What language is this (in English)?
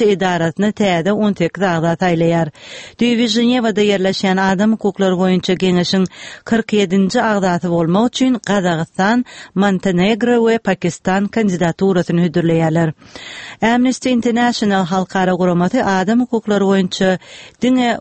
Turkmen